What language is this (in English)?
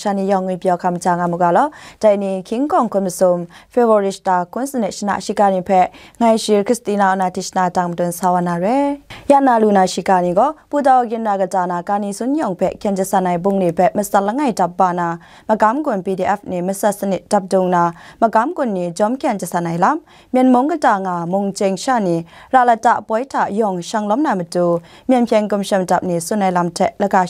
Kachin